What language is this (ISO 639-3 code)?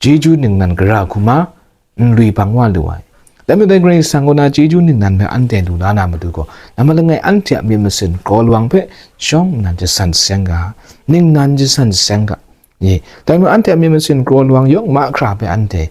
kac